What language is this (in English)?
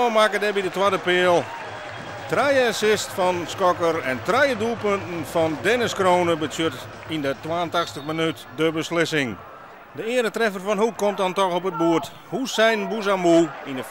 Western Frisian